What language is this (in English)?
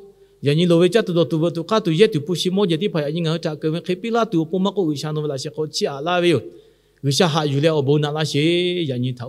Lahu